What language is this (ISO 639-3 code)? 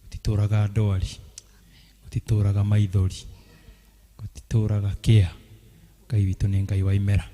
kik